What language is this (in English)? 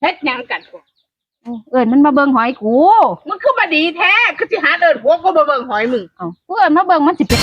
Northeastern Thai